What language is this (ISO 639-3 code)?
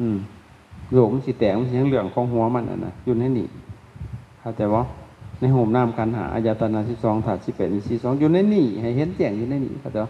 lao